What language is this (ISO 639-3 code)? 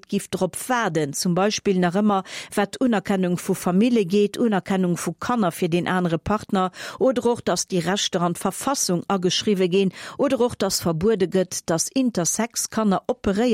ltz